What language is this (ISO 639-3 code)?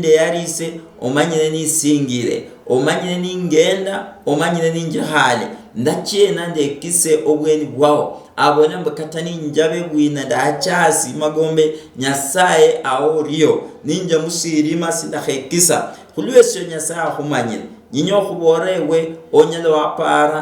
luy